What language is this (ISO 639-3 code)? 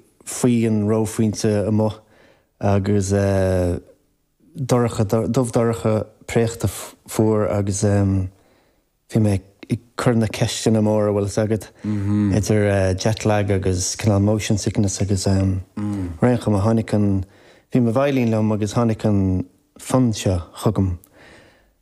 gle